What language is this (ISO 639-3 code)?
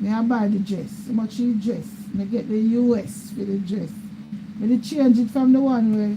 jam